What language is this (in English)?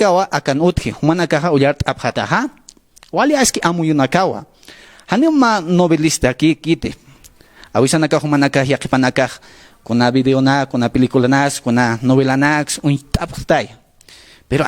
Aymara